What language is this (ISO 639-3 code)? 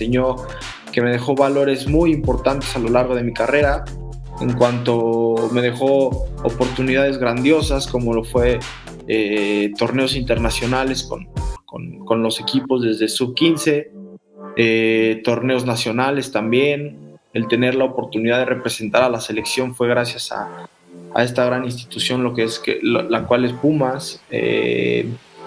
spa